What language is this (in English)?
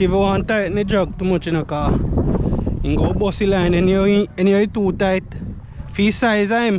Jamaican Creole English